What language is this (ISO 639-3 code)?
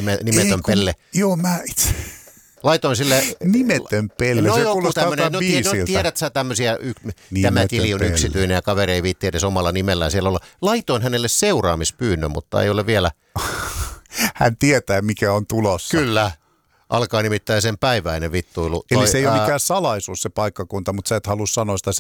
fin